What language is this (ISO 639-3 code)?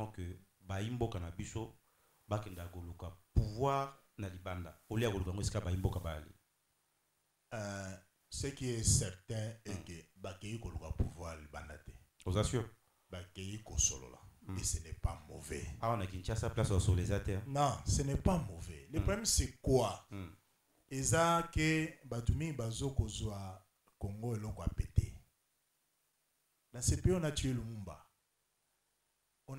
fra